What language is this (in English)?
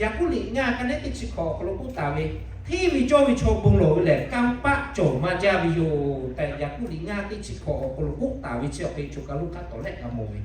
Lahu